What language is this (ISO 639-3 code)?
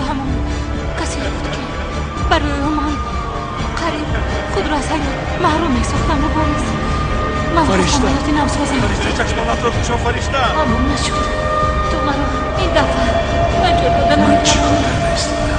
tgk